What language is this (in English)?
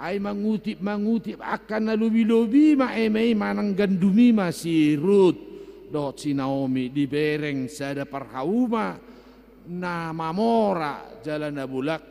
Batak Toba